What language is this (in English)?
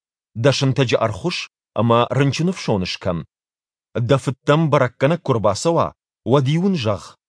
Ossetic